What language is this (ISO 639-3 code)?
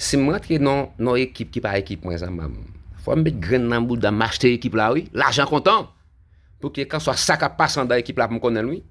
hat